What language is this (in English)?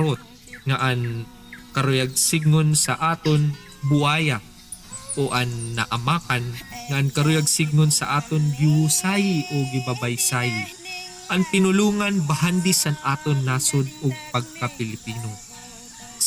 Waray